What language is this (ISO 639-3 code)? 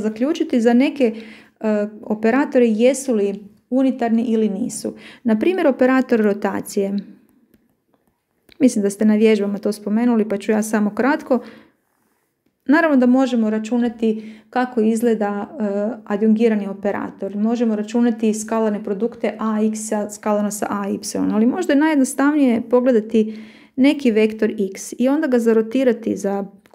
hrv